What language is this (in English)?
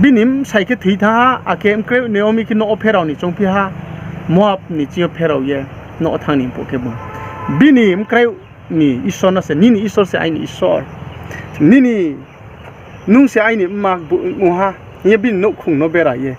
Riang (India)